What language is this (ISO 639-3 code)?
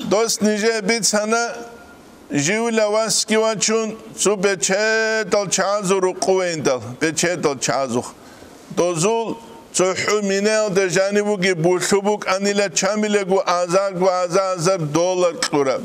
ava